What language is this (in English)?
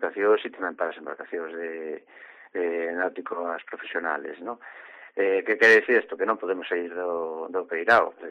Galician